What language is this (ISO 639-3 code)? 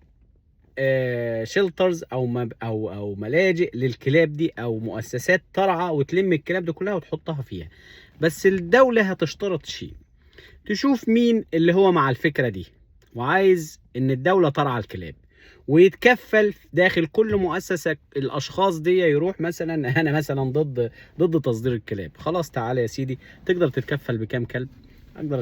arz